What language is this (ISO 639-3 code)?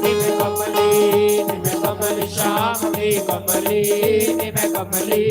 doi